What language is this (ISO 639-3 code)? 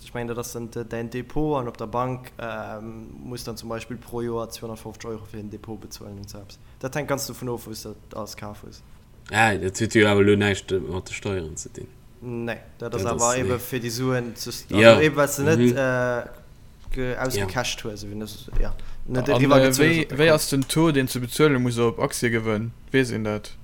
ltz